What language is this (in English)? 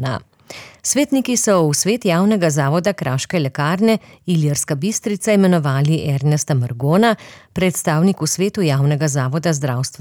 Slovenian